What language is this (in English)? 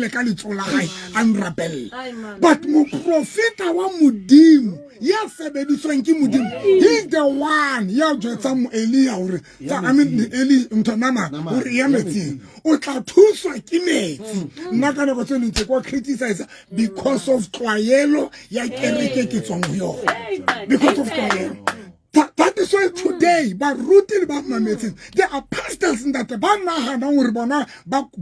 Southern Sotho